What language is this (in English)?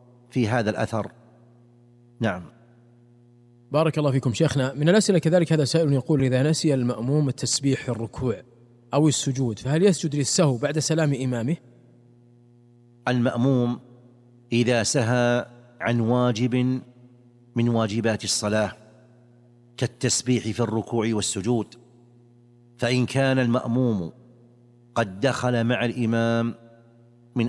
Arabic